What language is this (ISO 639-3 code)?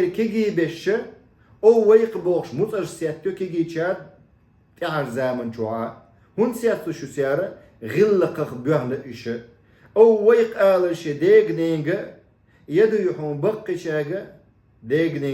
che